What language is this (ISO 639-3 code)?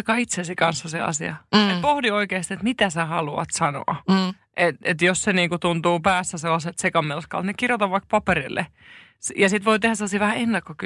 fin